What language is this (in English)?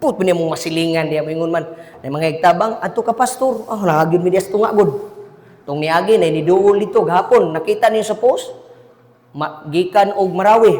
Cebuano